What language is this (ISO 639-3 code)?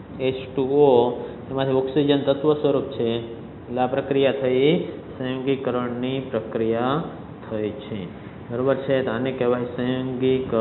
guj